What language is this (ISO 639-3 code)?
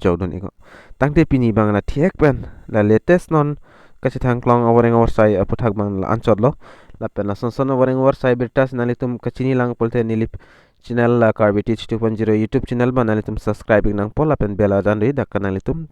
mjw